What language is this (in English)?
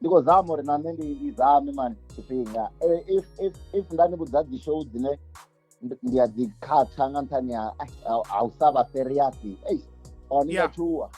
Venda